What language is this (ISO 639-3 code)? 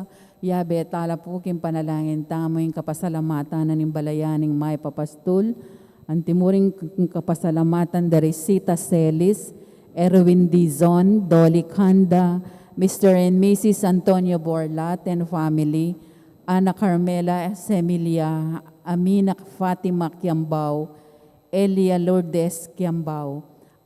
pam